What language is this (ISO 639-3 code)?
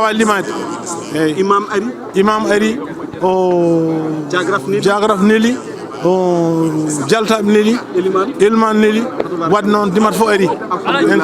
ful